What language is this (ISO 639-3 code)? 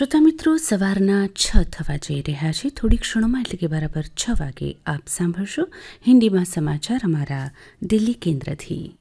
guj